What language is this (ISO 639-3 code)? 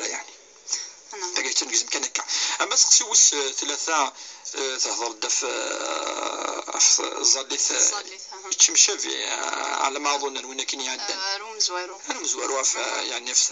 kab